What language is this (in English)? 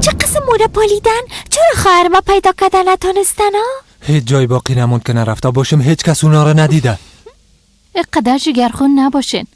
Persian